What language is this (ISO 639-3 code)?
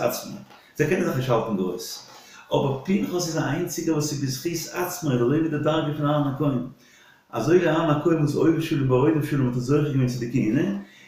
yid